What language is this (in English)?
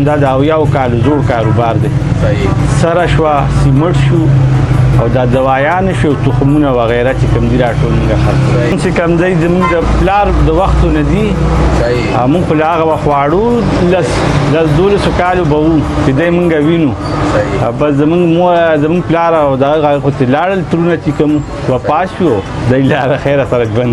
Pashto